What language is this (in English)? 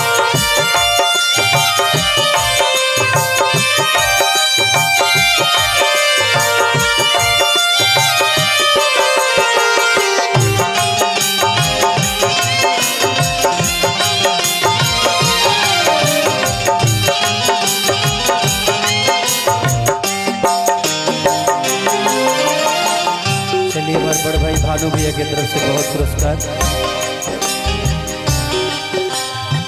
Bhojpuri